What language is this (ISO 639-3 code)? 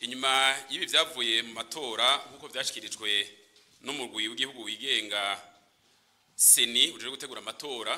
run